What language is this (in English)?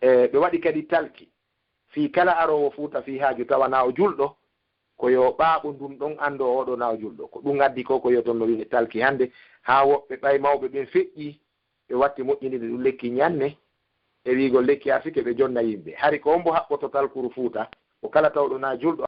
Fula